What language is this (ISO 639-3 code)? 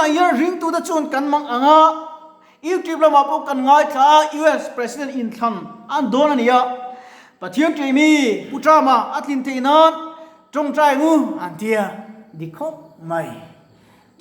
lus